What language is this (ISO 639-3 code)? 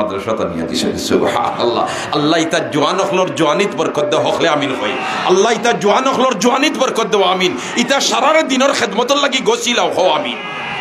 syl